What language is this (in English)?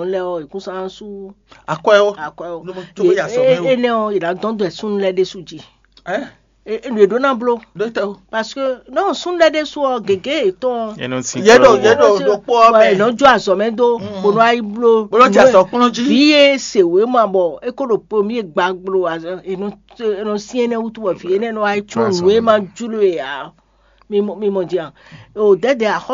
Fon